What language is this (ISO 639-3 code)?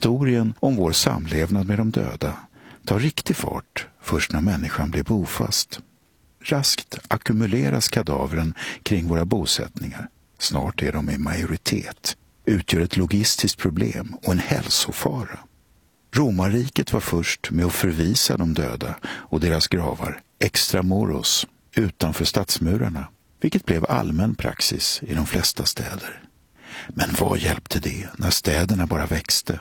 swe